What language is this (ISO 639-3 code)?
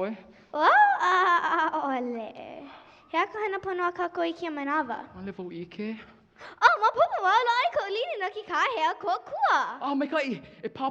haw